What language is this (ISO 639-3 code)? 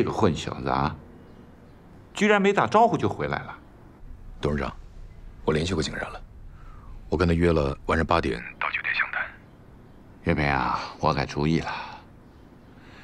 zho